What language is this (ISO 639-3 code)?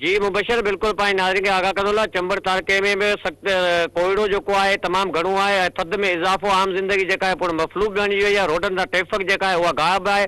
snd